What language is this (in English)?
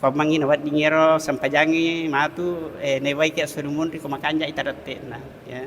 Buginese